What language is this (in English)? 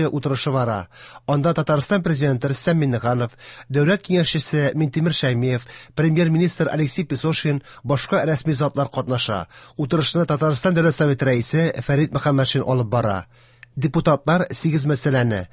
Tatar